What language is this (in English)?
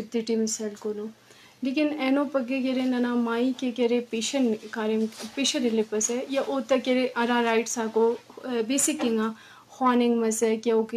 Brahui